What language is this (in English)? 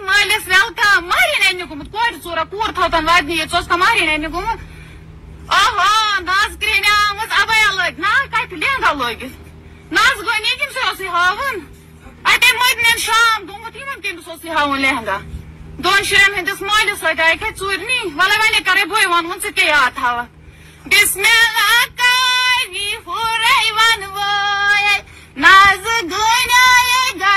Kashmiri